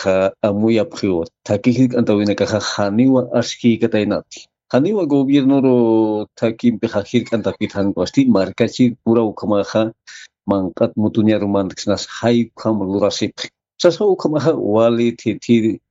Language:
Aymara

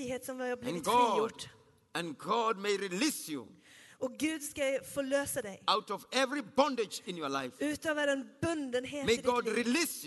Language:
Swedish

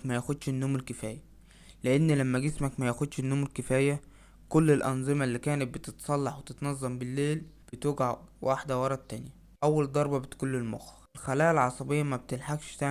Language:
Egyptian Arabic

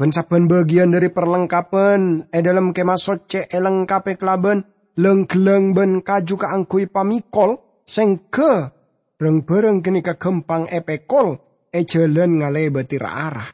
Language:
Madurese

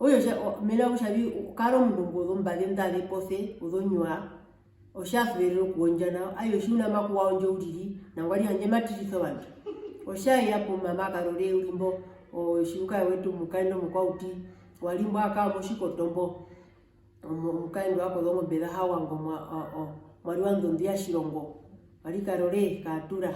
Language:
Herero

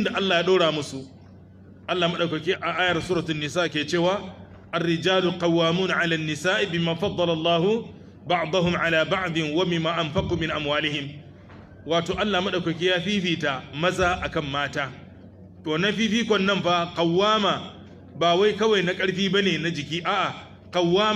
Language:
Hausa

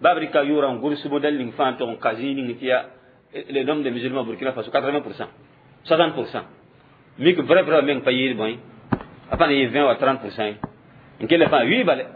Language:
Mossi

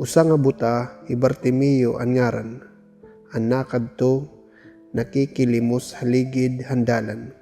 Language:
Waray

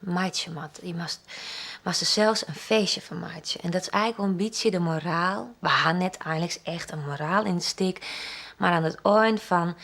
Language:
Western Frisian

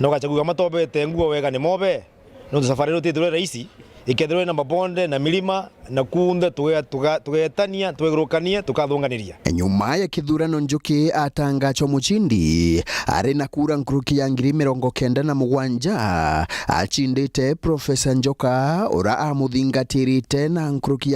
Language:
Meru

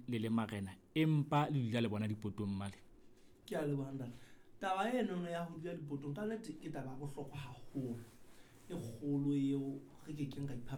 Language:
Southern Sotho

